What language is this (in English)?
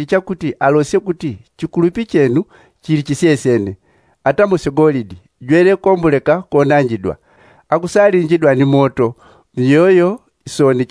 Yao